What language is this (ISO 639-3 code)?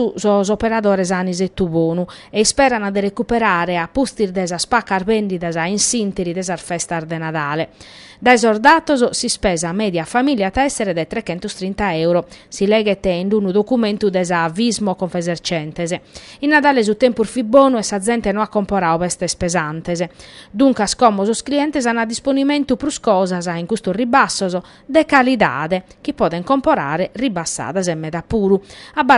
srd